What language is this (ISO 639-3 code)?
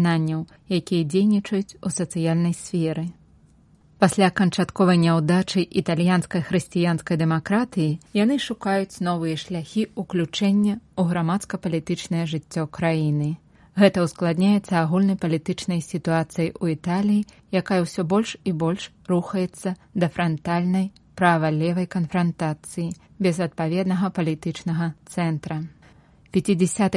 bel